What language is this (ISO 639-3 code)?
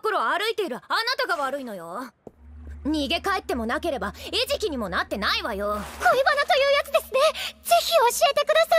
jpn